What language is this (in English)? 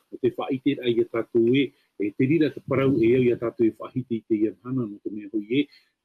Tahitian